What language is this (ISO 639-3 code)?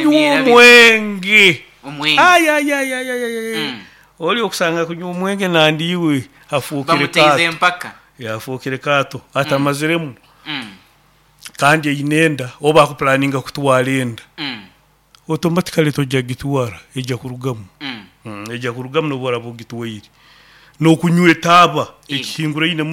nyo